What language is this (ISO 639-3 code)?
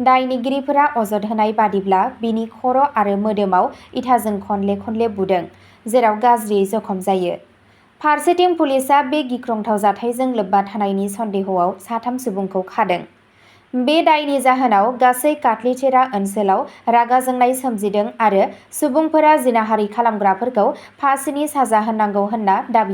brx